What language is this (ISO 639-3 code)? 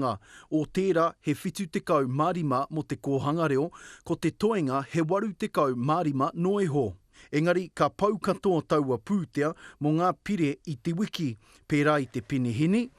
mri